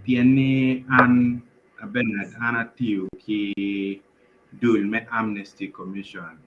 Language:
Acoli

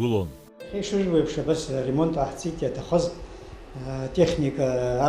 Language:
Abkhazian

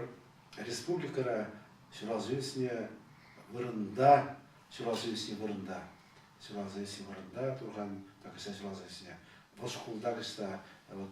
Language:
Chuvash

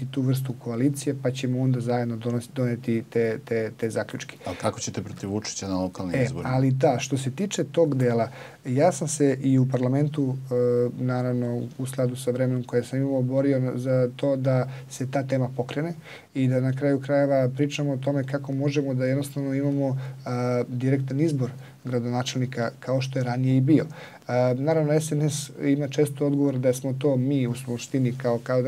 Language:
Serbian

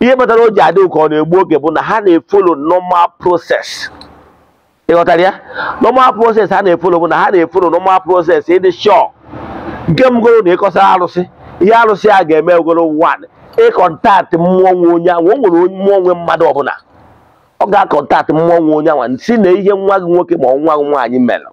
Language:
Igbo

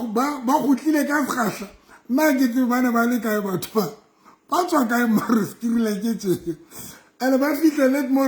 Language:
Southern Sotho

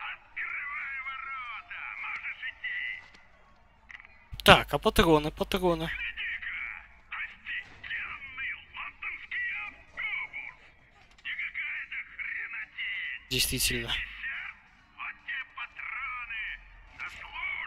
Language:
Russian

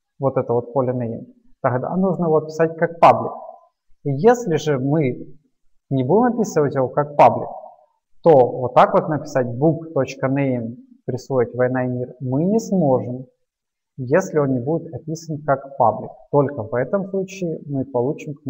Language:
Russian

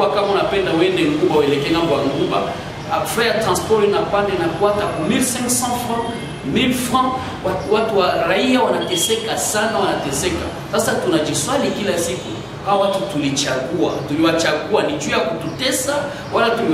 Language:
Swahili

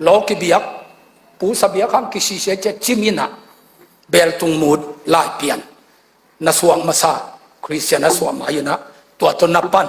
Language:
Tedim Chin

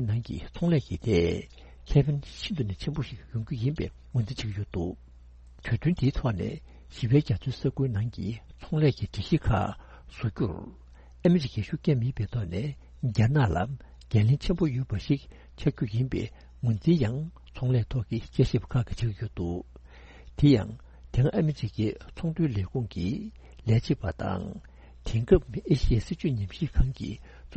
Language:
Tibetan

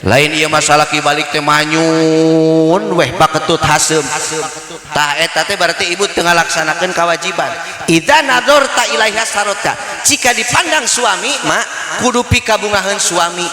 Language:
Sundanese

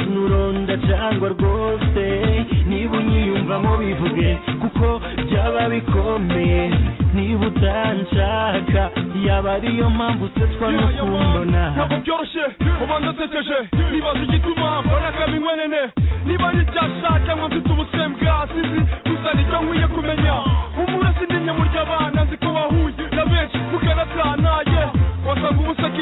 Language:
Kinyarwanda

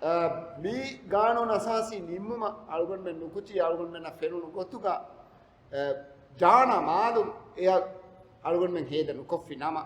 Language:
Divehi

